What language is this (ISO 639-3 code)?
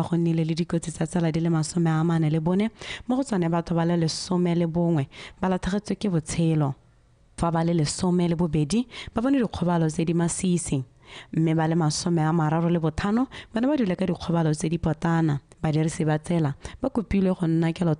tsn